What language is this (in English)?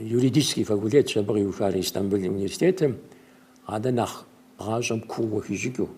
Kabardian